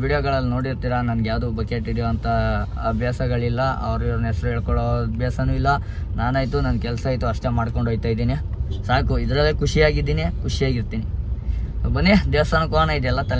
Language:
Kannada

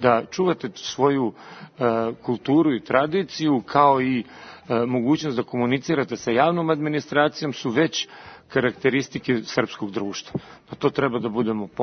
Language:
Serbian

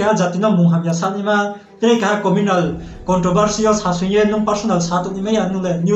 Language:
Riang (India)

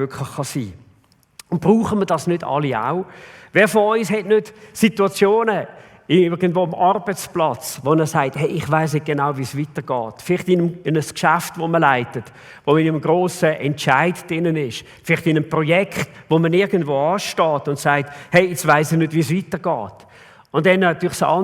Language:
Swiss German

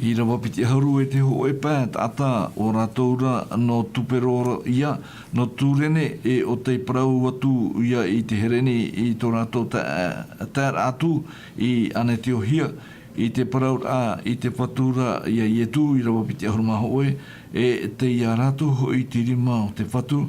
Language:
Tahitian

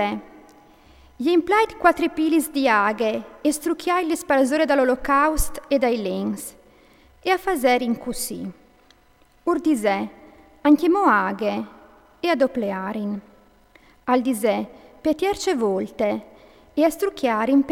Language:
Friulian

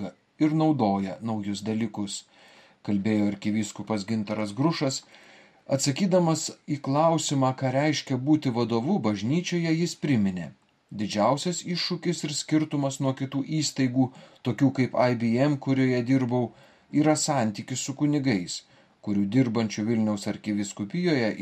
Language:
Lithuanian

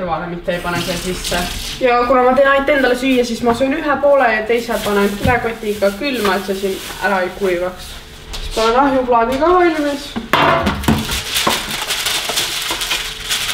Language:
Estonian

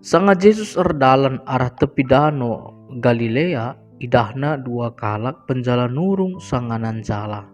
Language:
Batak Karo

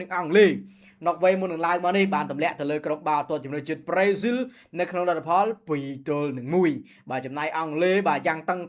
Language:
Khmer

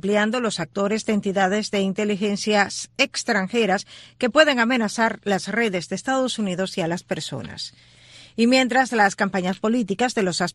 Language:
Spanish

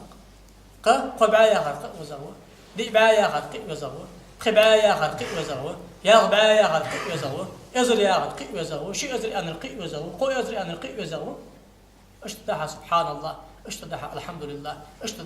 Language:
Ingush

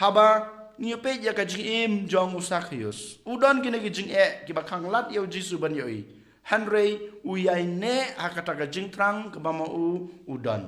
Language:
Khasi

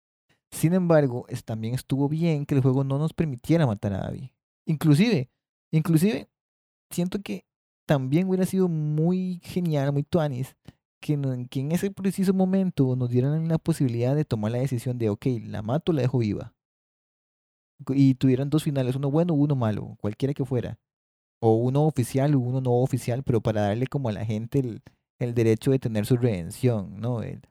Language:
Spanish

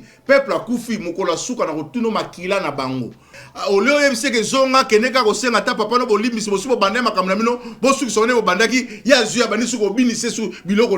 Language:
Lingala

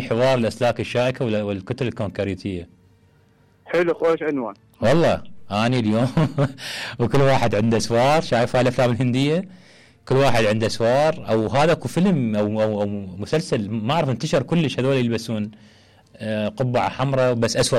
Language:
Mesopotamian Arabic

